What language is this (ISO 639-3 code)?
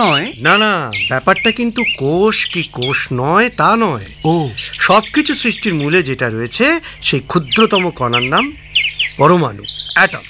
ben